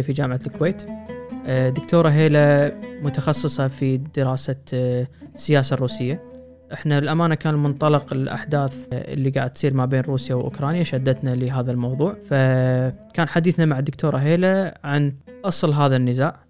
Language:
Gulf Arabic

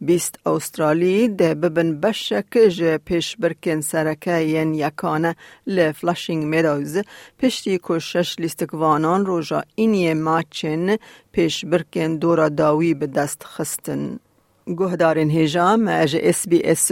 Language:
Kurdish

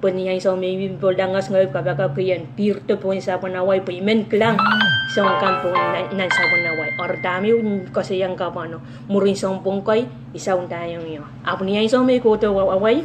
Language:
Pohnpeian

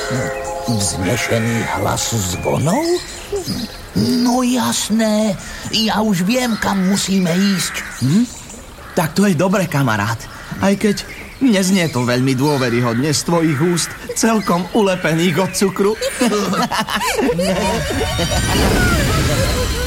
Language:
Slovak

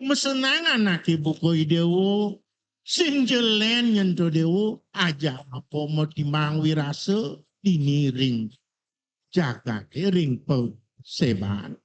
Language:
Balinese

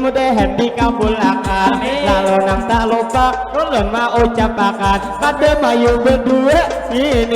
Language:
Banjar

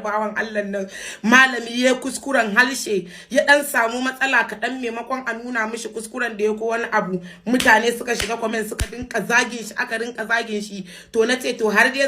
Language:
Hausa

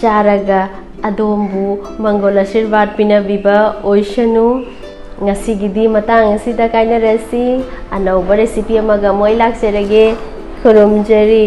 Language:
Manipuri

